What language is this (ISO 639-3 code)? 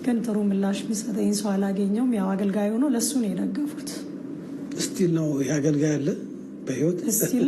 amh